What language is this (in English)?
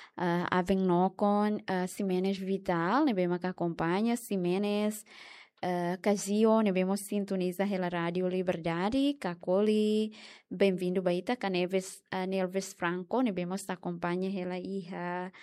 Tetum